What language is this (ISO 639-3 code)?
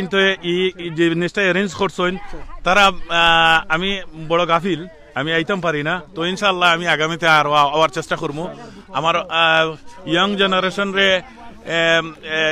syl